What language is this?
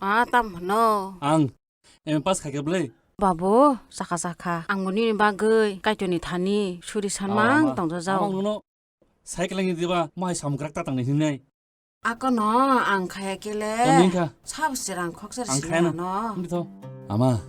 Kok Borok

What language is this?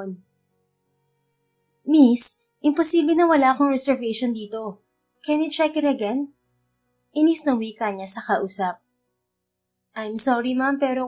Filipino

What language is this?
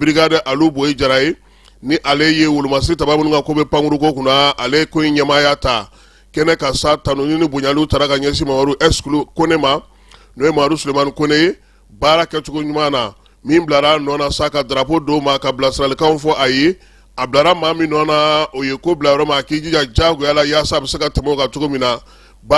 Bambara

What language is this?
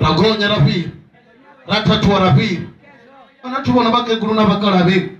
Venda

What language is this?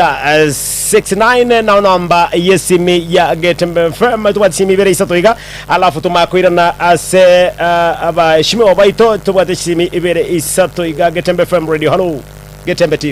Gusii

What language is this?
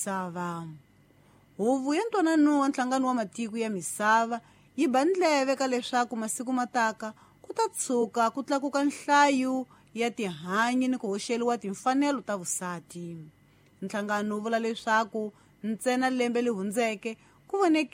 Tsonga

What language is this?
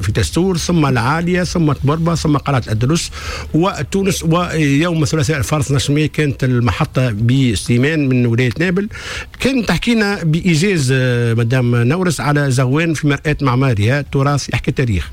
Tunisian Arabic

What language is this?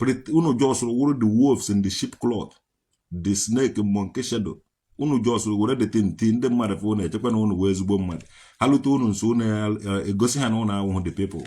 Igbo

